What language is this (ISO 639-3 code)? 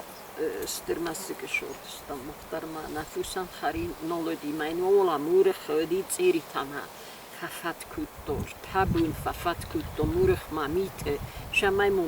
oss